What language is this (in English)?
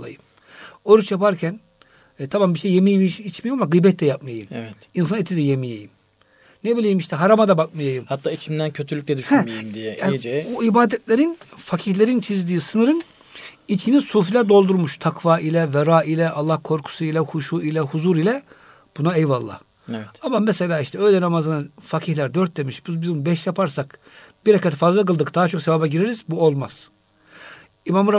Turkish